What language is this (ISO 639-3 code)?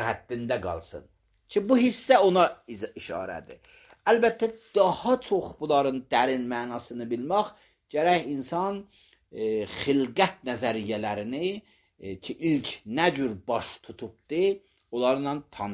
aze